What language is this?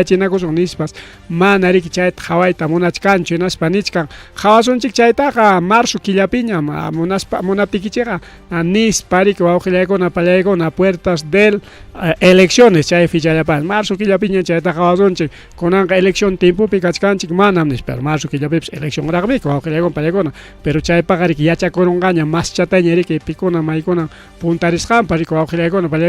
Ayacucho Quechua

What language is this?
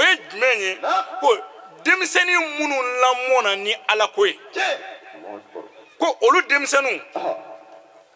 Bambara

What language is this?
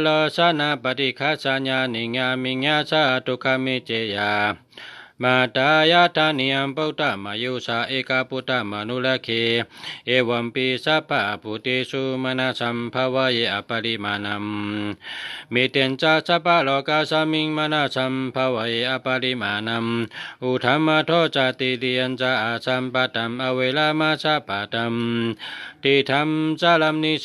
Shan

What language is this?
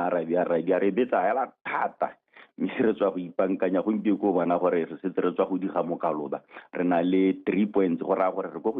Tswana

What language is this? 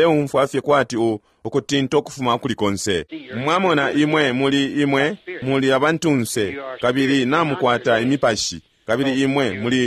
Bemba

